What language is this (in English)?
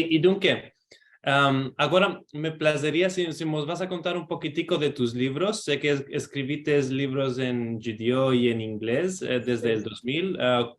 Ladino